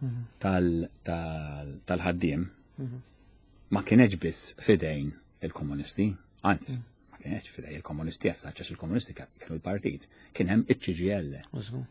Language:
Maltese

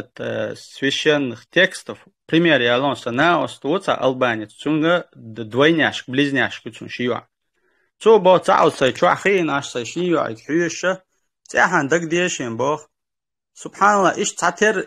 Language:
Chechen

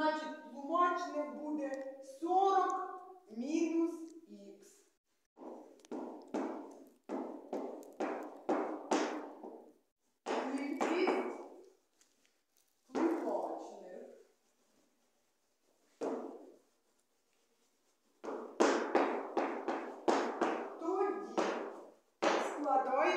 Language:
Ukrainian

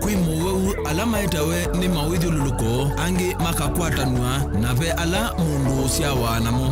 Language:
Kamba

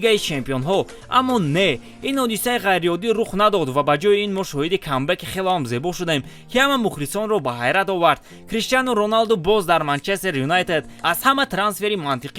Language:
Tajik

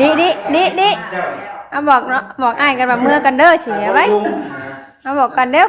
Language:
Northeastern Thai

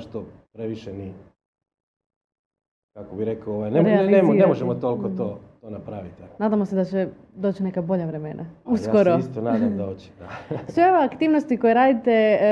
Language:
Croatian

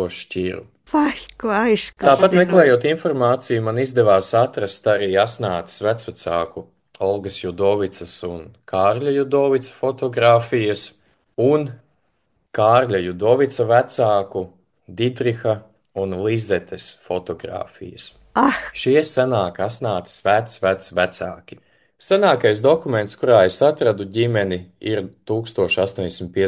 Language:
Latvian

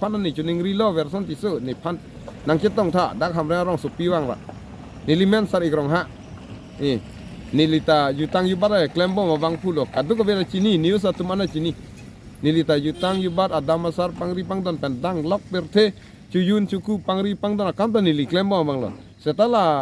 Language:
Karbi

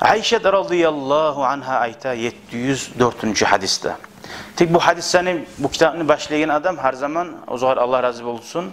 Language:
Kumyk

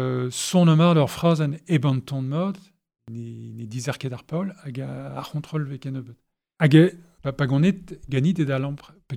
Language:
Breton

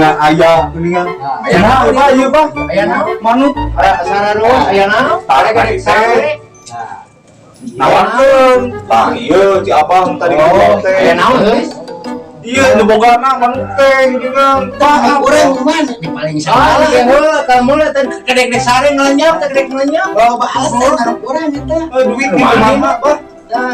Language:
Sundanese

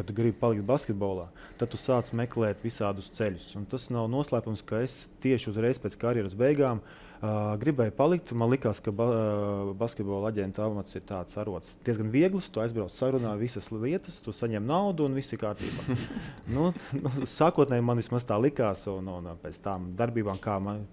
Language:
Latvian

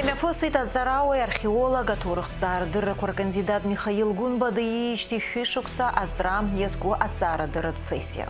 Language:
Abkhazian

